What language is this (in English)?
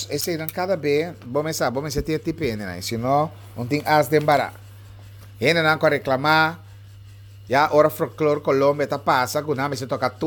Papiamento